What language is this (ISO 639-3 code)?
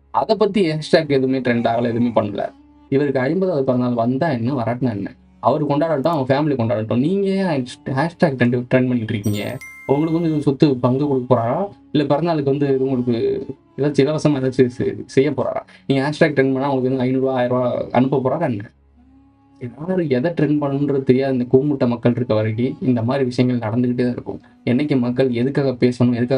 tam